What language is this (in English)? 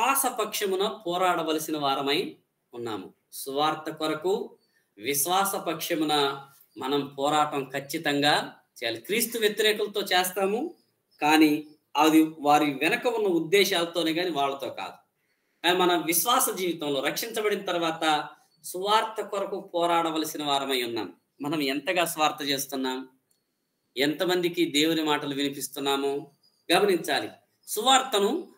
Telugu